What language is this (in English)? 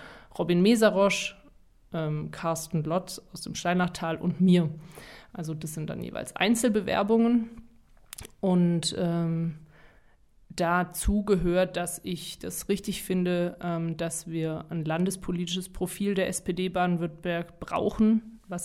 German